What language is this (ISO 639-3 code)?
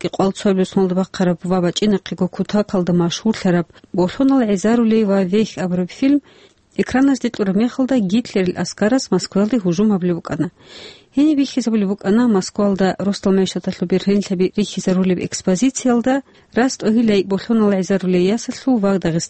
ava